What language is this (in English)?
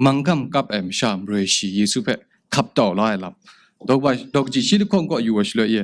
Kachin